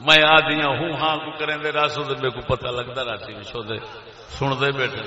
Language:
Saraiki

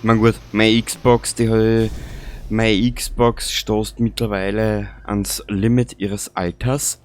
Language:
Bavarian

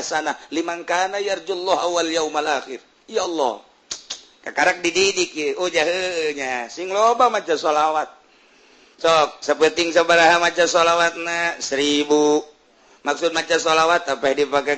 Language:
Sundanese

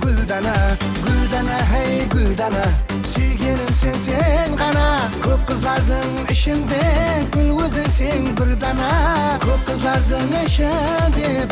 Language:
Kara-Kalpak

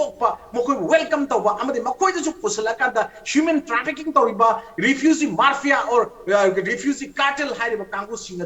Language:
Manipuri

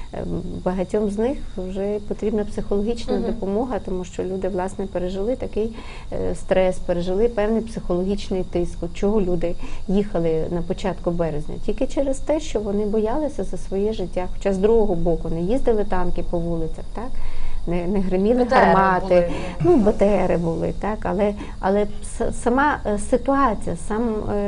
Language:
Ukrainian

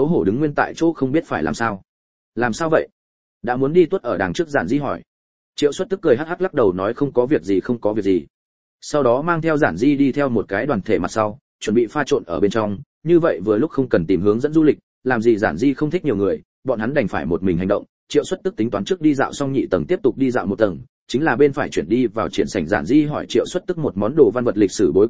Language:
Vietnamese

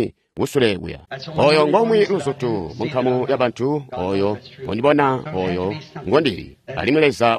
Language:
Tonga (Zambia)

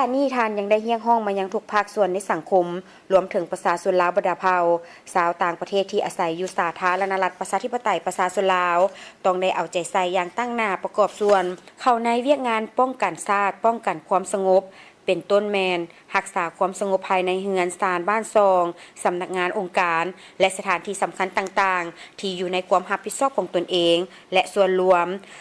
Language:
Lao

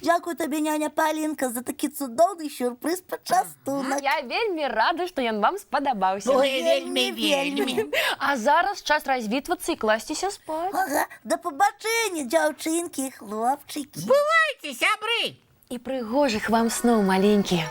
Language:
Belarusian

